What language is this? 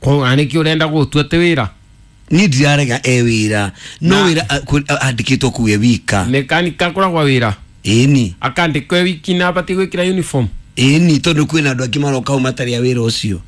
Kikuyu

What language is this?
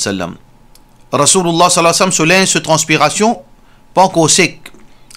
Morisyen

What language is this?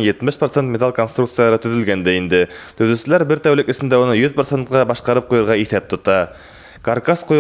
Bashkir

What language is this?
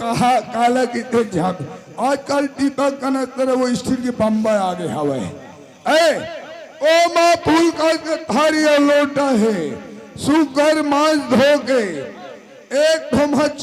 Chhattisgarhi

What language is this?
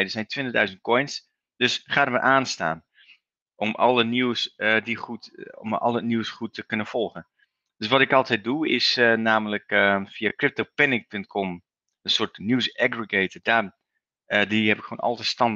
Dutch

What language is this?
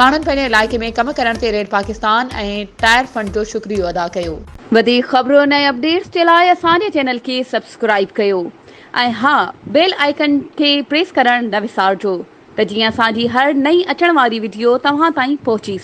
Sindhi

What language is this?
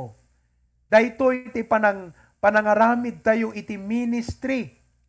Iloko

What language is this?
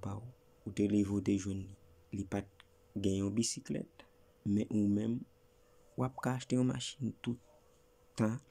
Haitian Creole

